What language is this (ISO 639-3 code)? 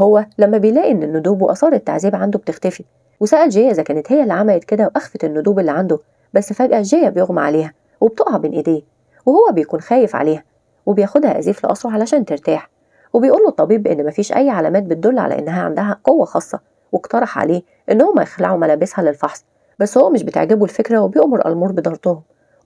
arz